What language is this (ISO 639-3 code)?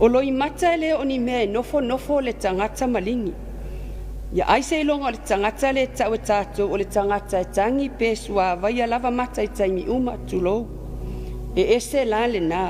smo